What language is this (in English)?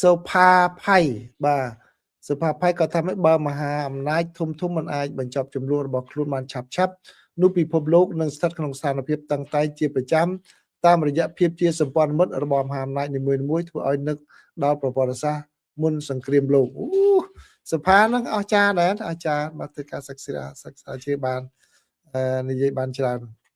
Khmer